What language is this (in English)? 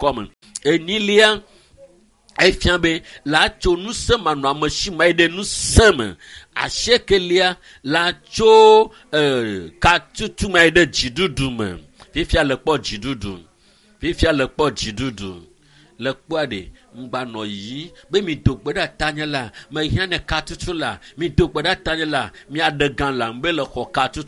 Ewe